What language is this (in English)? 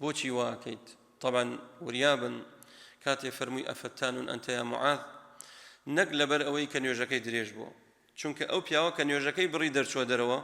Central Kurdish